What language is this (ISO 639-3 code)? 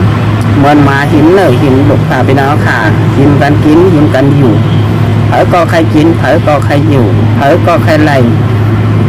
shn